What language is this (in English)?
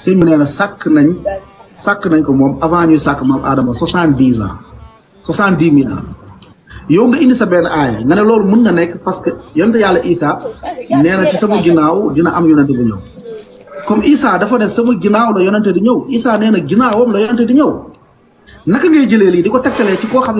Wolof